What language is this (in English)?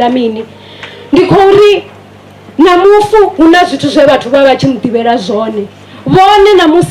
Venda